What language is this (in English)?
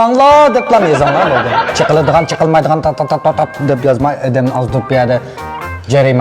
Uyghur